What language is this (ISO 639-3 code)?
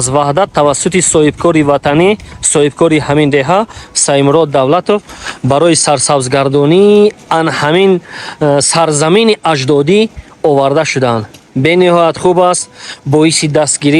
tgk